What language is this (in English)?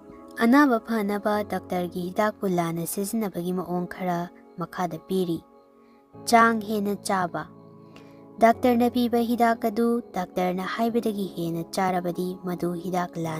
Manipuri